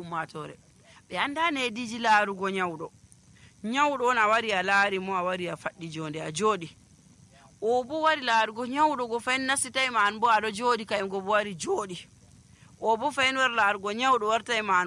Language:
Nigerian Fulfulde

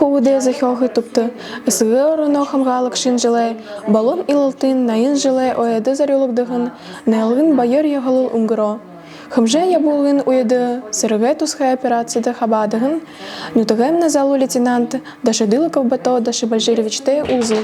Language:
Buriat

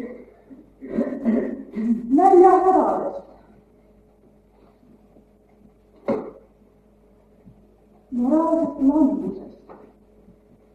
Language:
Estonian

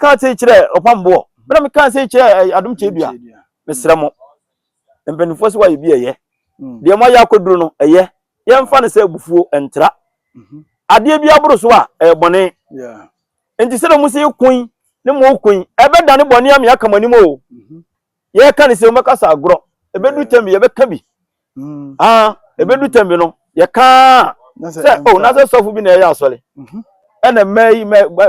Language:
Akan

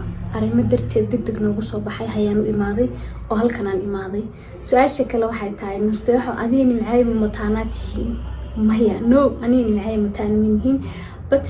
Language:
Somali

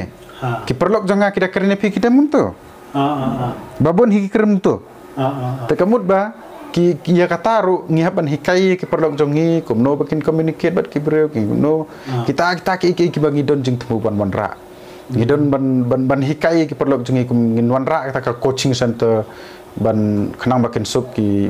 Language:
Khasi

